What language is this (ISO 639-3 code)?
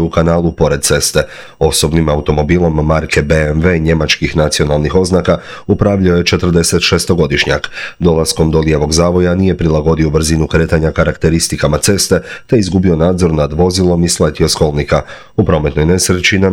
hrv